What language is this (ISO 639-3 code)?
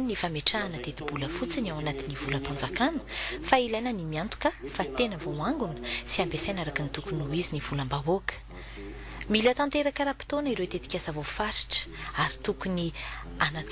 mlg